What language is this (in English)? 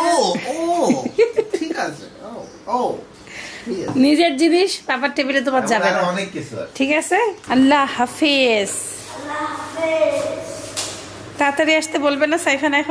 Bangla